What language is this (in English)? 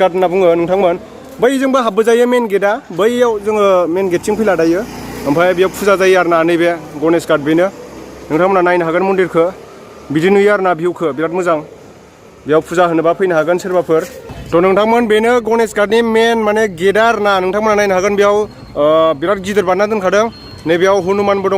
Bodo